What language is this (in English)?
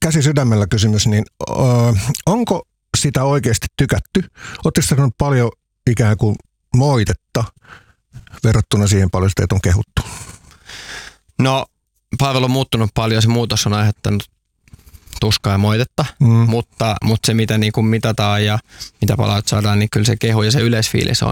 Finnish